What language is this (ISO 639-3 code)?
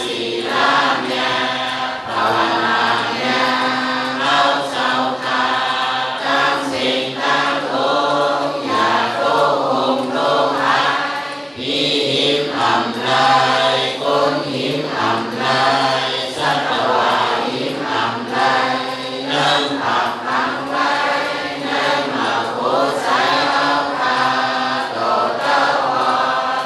shn